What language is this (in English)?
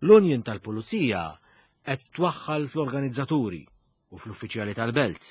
Maltese